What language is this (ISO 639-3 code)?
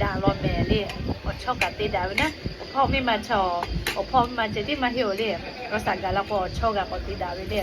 lhu